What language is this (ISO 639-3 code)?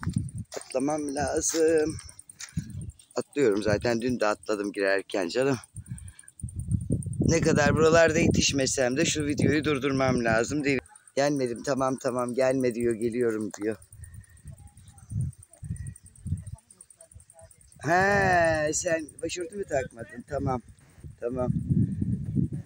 tur